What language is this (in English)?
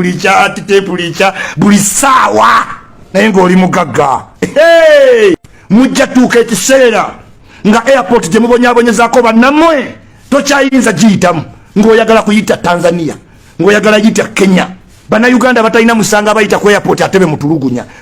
Ganda